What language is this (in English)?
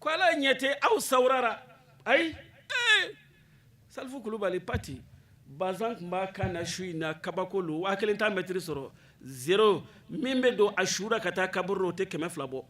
Bambara